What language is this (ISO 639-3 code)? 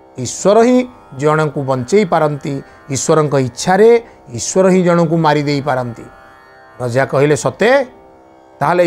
ori